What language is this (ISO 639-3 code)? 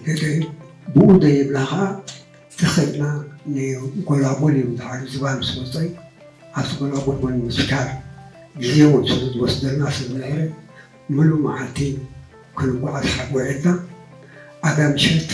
tir